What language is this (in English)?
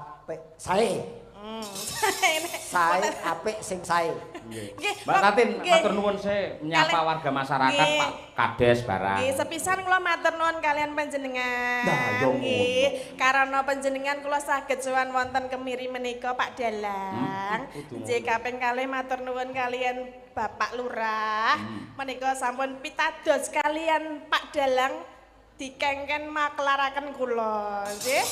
Javanese